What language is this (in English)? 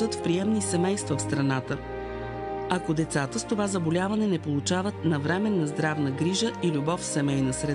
Bulgarian